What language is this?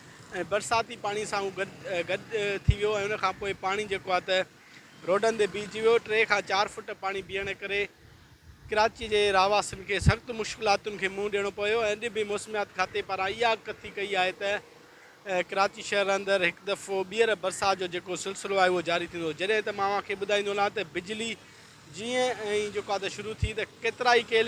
Sindhi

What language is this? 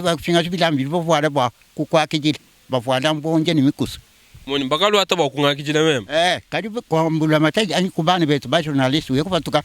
Luba-Lulua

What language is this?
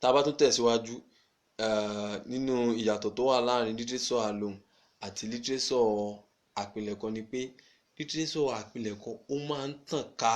Yoruba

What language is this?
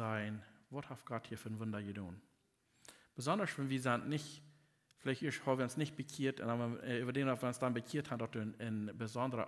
Plautdietsch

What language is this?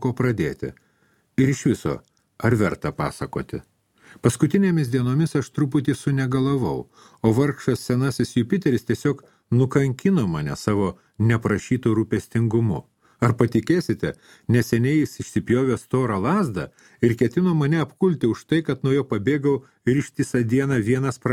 Lithuanian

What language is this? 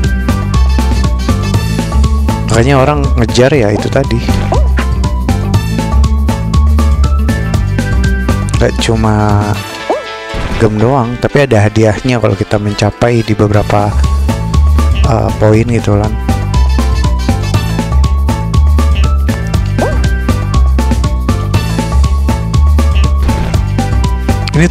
Indonesian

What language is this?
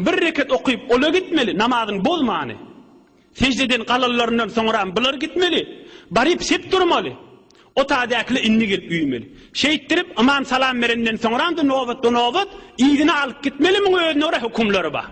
Turkmen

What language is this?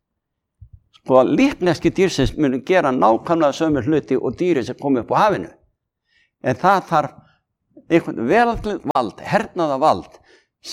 Icelandic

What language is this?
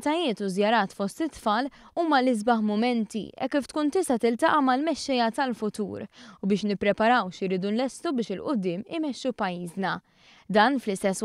Maltese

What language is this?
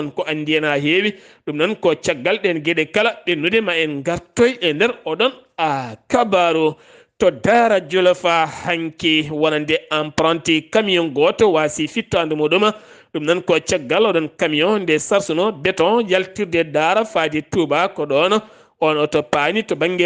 Fula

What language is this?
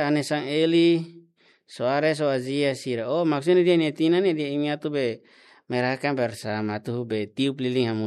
Tetum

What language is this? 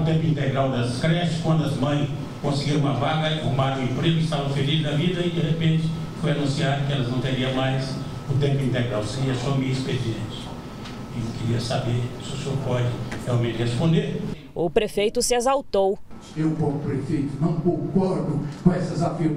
Portuguese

